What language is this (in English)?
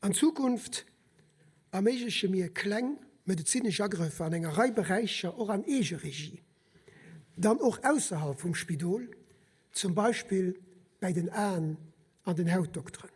Luxembourgish